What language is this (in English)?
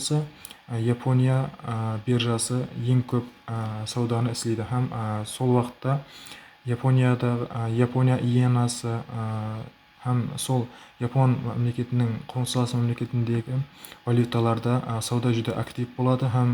Kara-Kalpak